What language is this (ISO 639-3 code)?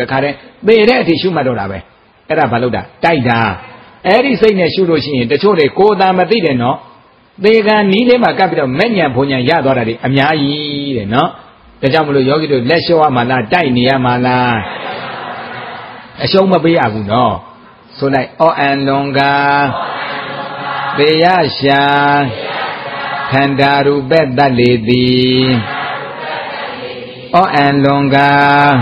mya